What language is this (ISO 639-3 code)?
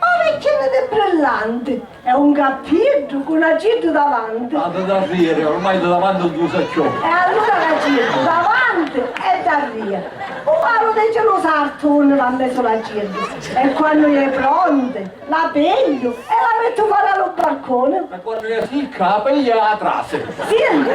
scn